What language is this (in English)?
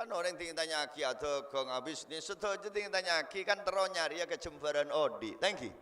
Madurese